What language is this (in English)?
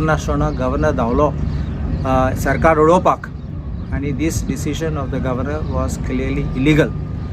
Konkani